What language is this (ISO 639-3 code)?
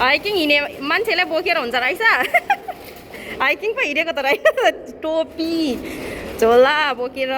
nep